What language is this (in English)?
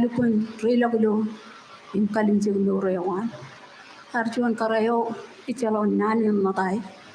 Marshallese